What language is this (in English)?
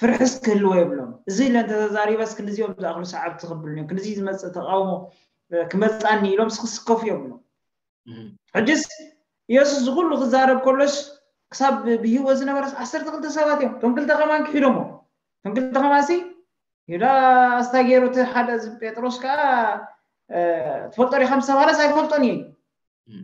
Tigrinya